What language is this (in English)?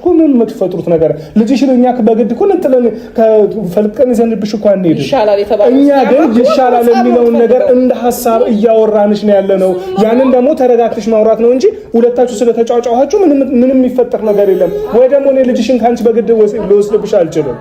Amharic